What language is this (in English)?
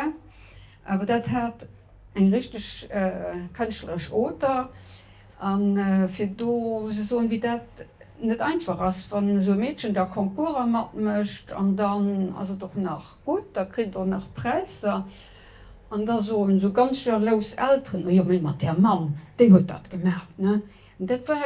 Luxembourgish